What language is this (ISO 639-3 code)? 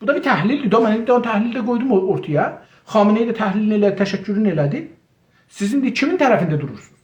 azb